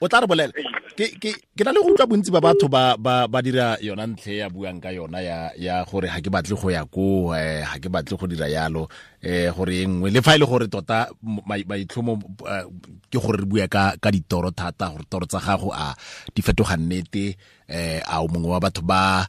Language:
Tswana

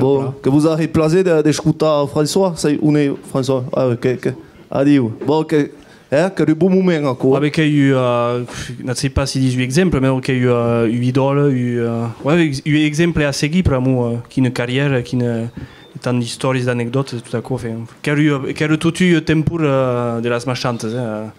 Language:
Occitan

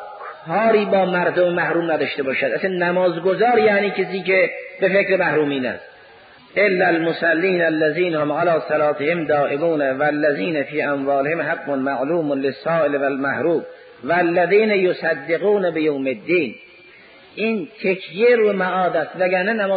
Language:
Persian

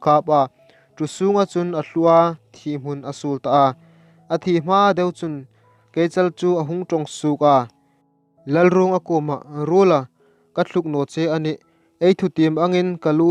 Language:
Hmar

